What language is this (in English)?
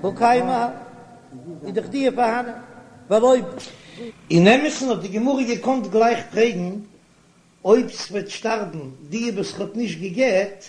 Yiddish